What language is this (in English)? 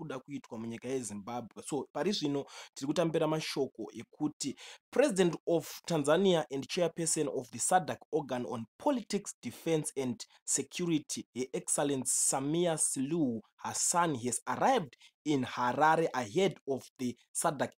Shona